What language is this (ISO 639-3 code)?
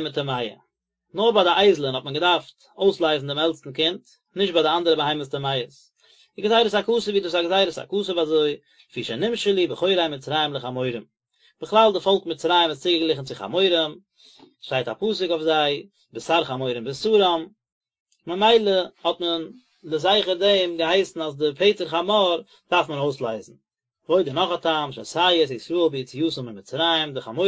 yid